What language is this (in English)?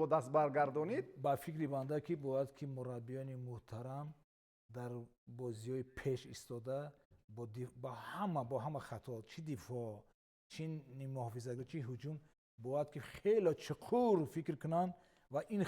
Tajik